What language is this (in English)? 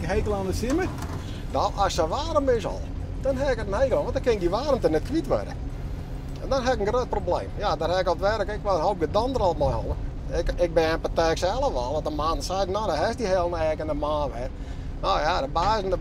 Western Frisian